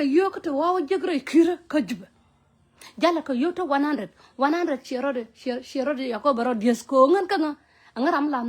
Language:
Nuer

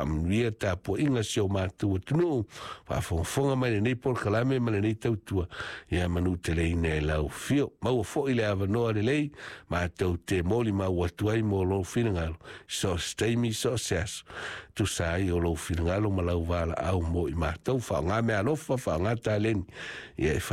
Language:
Samoan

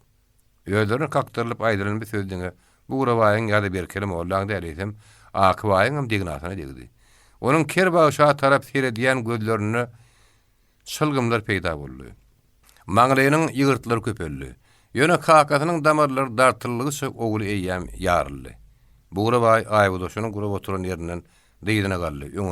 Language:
Turkmen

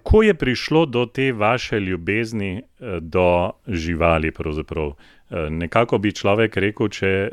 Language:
Slovenian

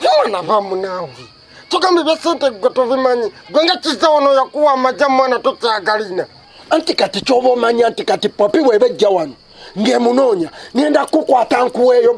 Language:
Ganda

